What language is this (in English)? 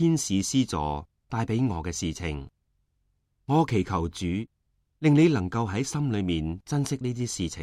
Cantonese